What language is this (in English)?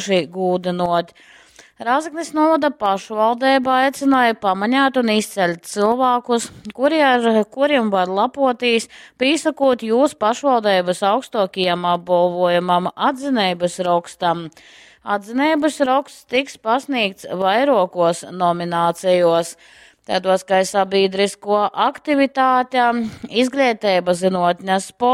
Latgalian